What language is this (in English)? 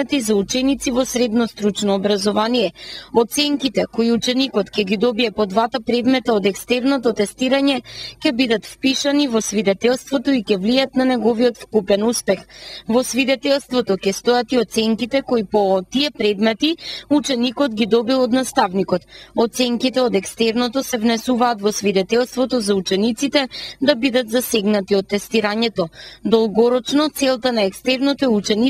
Macedonian